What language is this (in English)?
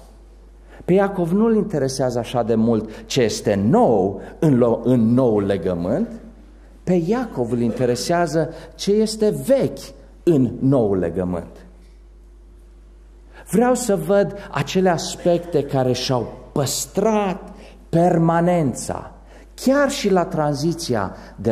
Romanian